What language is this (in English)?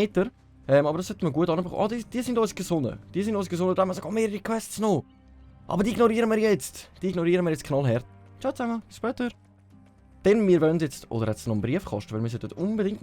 Swiss German